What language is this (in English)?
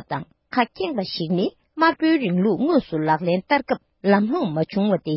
Tibetan